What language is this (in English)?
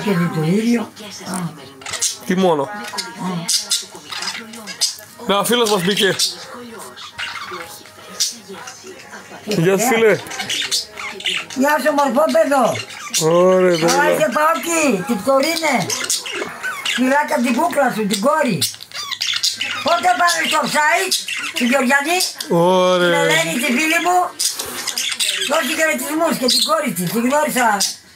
Greek